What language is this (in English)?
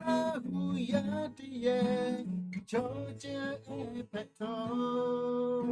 Lahu